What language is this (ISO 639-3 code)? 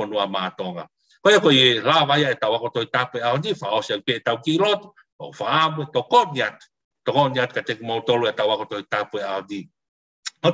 ton